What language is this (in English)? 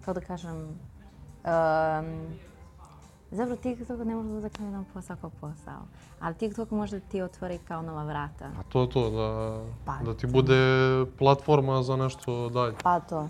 Serbian